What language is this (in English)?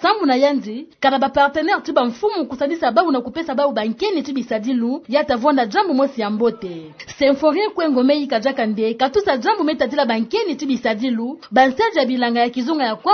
Kituba (Democratic Republic of Congo)